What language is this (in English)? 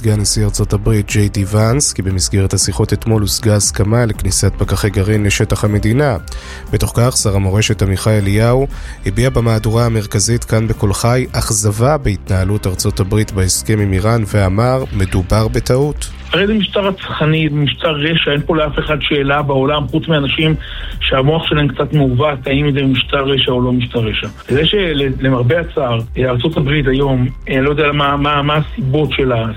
Hebrew